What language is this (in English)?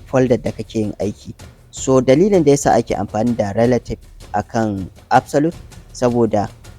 Hausa